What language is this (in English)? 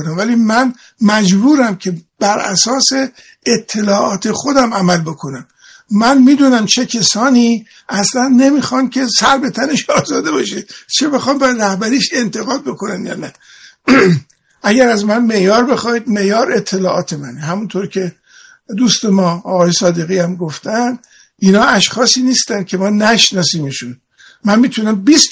Persian